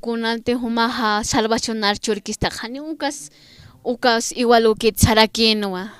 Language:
Aymara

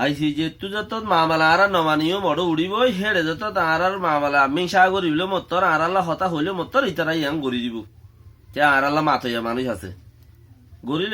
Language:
Rohingya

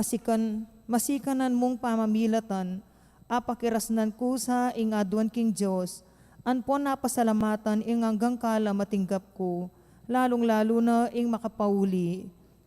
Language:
Pampanga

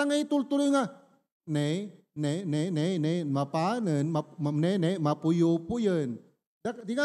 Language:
Iloko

